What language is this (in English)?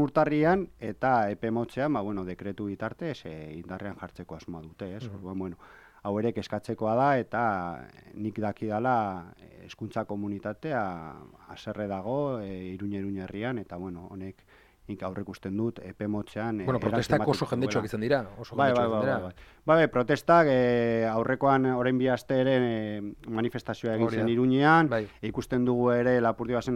Basque